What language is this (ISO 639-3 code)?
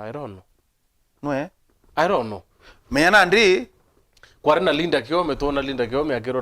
mer